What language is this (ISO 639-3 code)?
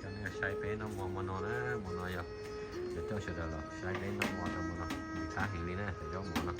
hmn